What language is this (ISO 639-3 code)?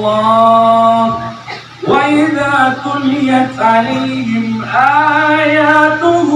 mrw